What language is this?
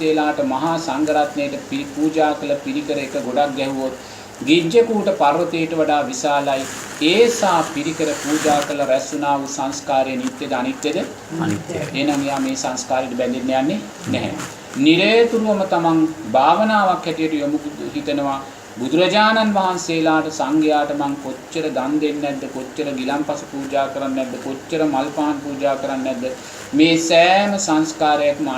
Sinhala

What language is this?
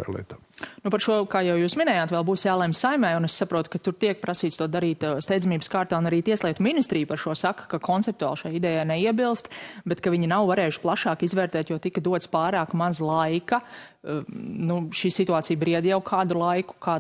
Latvian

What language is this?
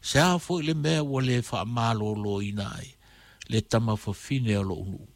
Samoan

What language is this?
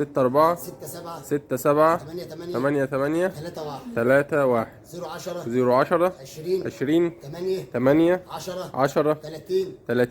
Egyptian Arabic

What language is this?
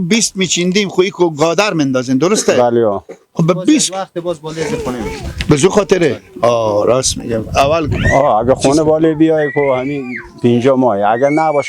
Persian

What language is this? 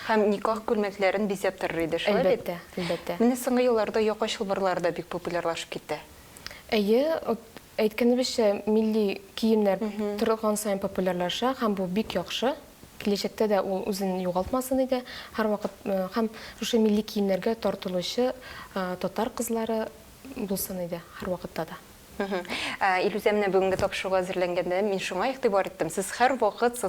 Tatar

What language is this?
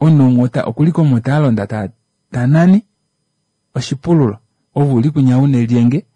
Kuanyama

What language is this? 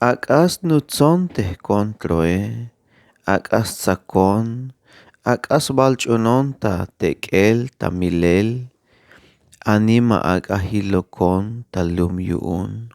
Tzeltal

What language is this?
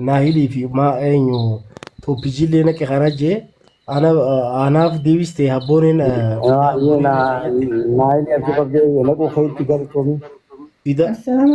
Oromo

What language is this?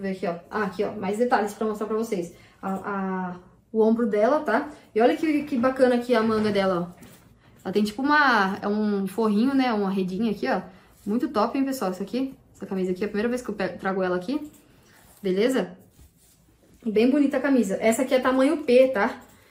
Portuguese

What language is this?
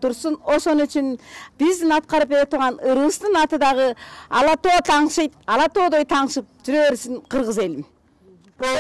Kyrgyz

